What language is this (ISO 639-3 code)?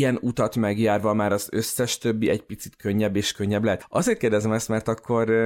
hun